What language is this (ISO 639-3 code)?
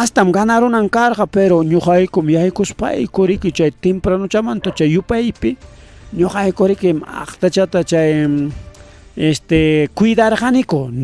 quy